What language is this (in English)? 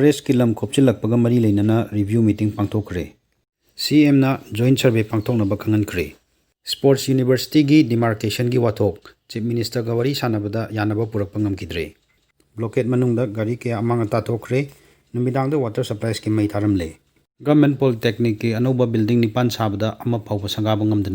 Manipuri